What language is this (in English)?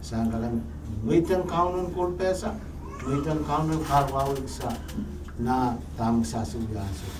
Pohnpeian